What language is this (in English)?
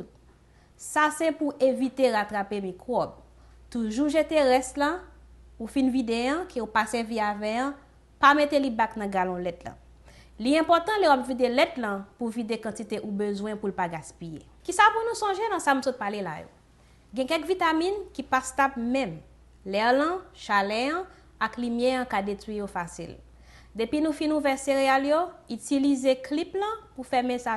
Haitian Creole